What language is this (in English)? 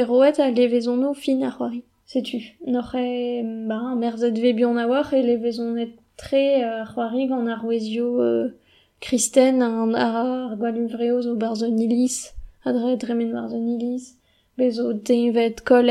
Breton